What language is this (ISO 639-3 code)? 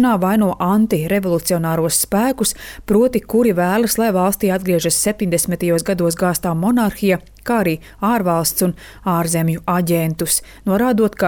lav